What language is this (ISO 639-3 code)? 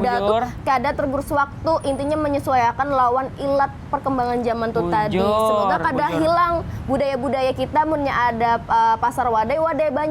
bjn